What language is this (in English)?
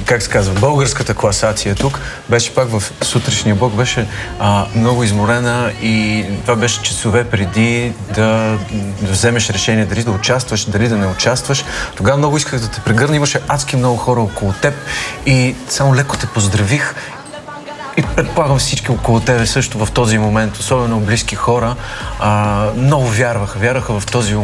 Bulgarian